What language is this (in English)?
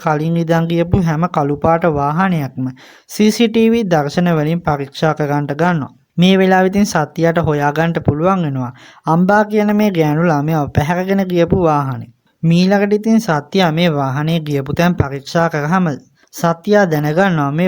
Sinhala